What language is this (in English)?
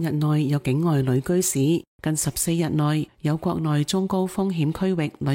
Cantonese